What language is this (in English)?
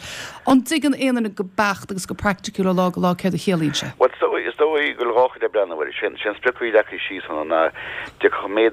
Irish